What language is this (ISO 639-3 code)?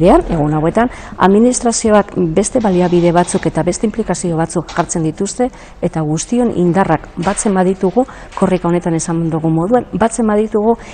eus